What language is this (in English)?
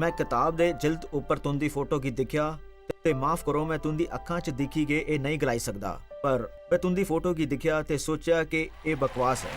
Dogri